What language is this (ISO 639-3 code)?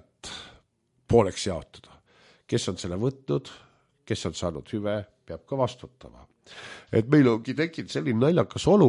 est